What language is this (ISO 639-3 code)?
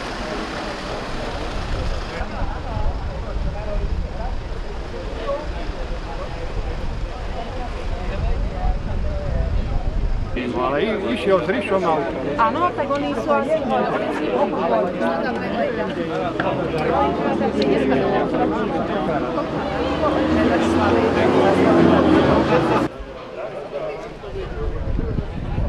slk